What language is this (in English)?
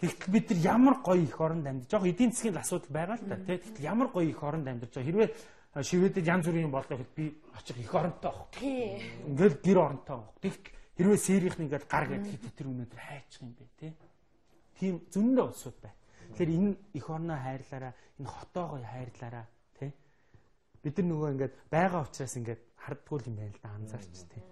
Mongolian